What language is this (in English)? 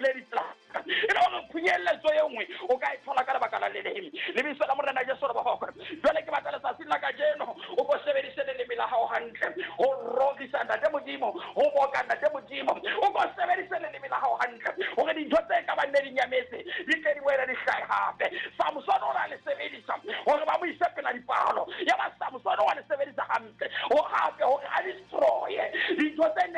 Southern Sotho